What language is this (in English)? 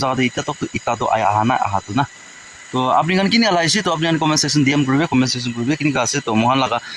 Naga Pidgin